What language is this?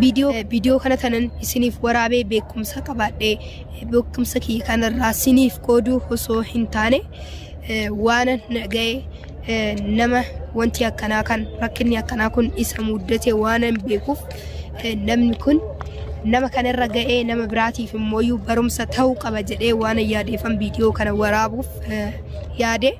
Oromo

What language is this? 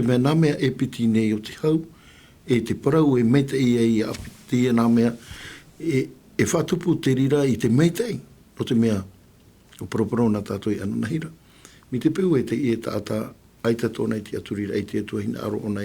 Tahitian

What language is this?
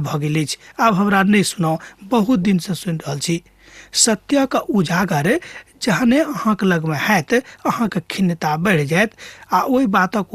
Maithili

